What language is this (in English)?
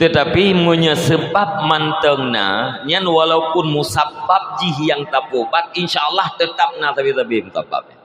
Achinese